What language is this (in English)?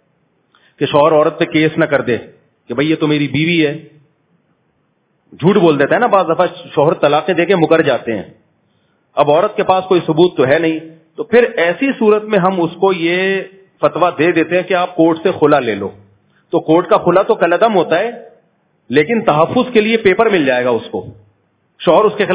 Urdu